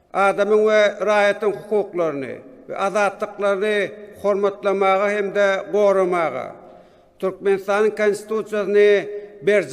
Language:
Turkmen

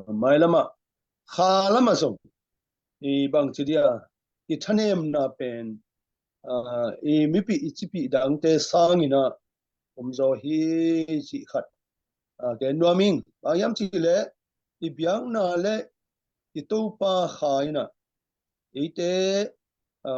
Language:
Tedim Chin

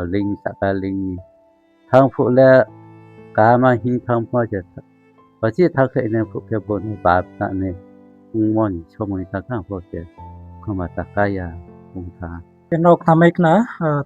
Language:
Riang (India)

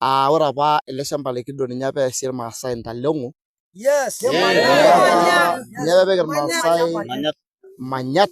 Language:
Masai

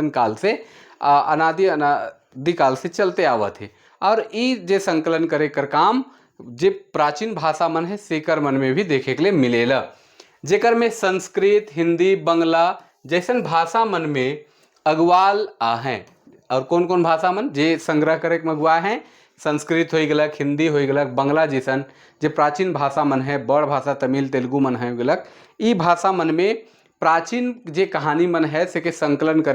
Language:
Sadri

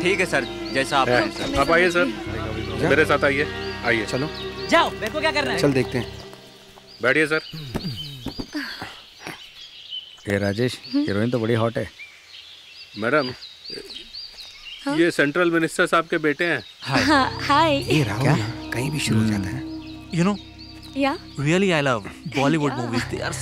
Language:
Hindi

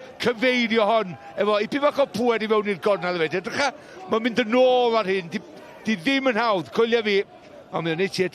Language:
Welsh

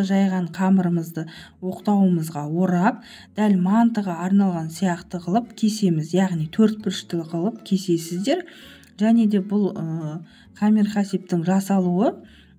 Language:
Kazakh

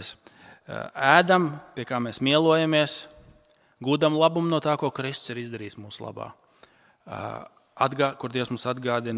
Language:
Latvian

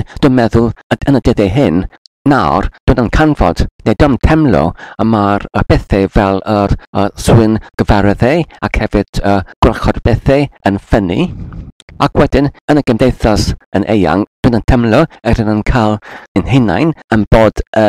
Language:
Welsh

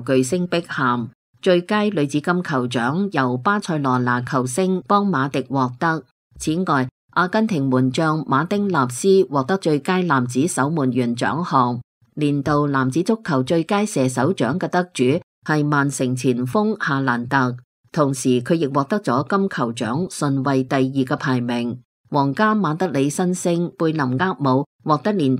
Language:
Cantonese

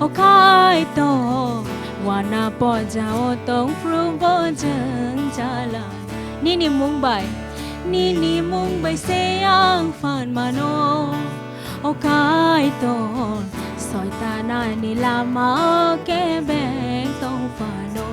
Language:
Kok Borok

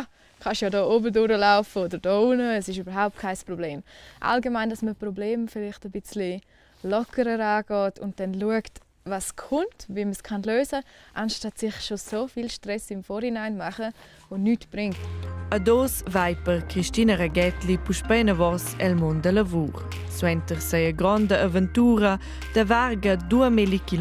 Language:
Romansh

